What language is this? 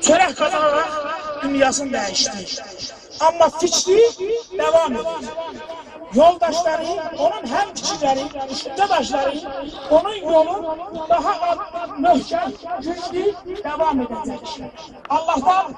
South Azerbaijani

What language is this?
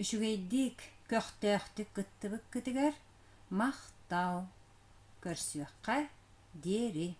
Yakut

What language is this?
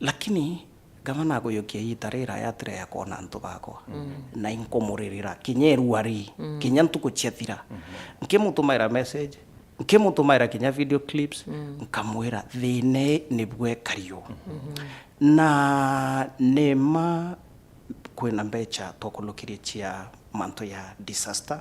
Meru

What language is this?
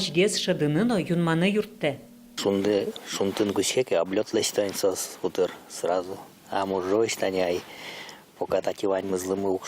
Udmurt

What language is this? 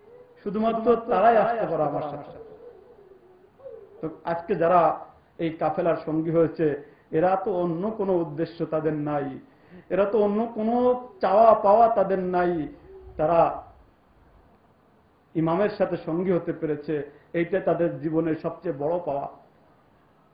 Bangla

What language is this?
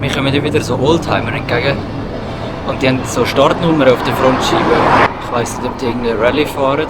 Swiss German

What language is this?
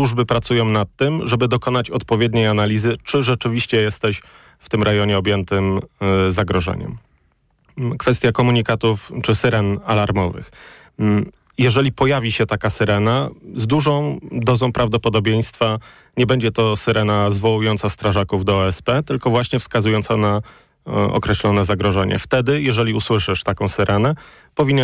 Polish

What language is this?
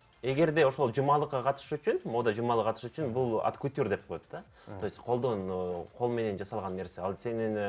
Kyrgyz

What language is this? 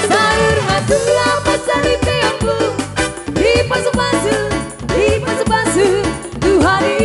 Batak Toba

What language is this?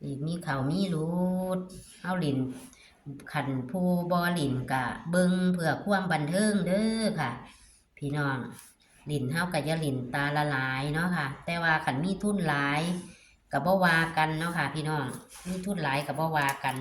Northeastern Thai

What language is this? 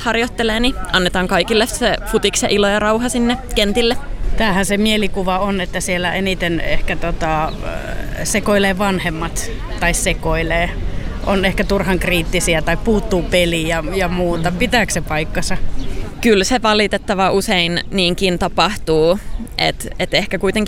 Finnish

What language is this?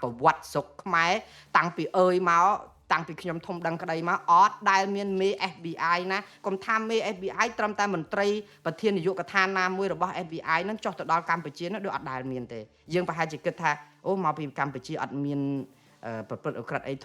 Khmer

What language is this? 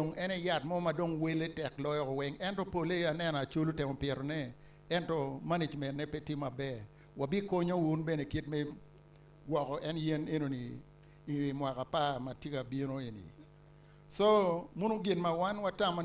Acoli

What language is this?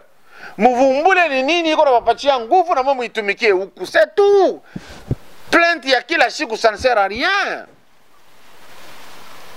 Swahili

